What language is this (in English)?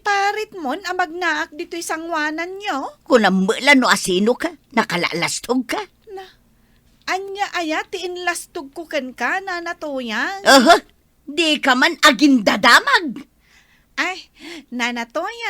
Iloko